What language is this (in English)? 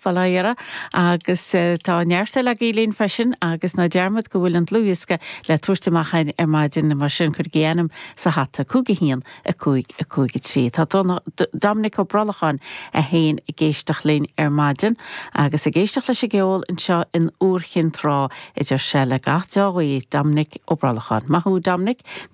Irish